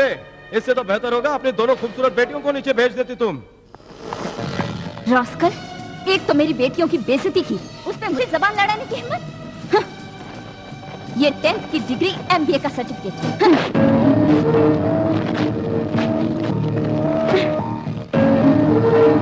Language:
Hindi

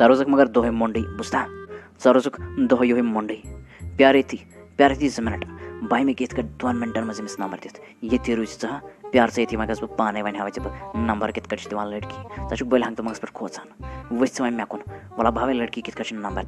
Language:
Kashmiri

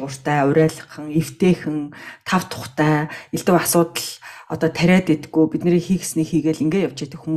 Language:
Mongolian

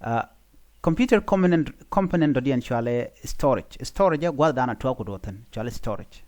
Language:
Nuer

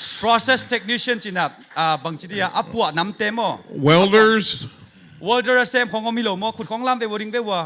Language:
Tedim Chin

